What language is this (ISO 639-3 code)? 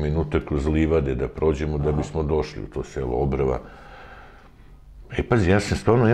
srp